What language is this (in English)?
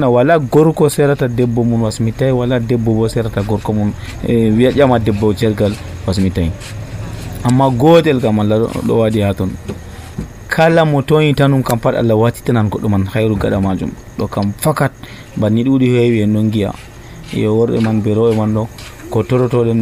Nigerian Fulfulde